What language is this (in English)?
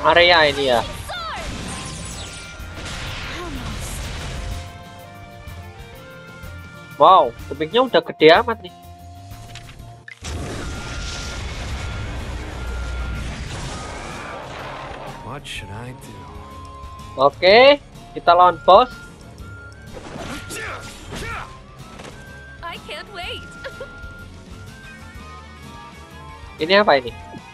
Indonesian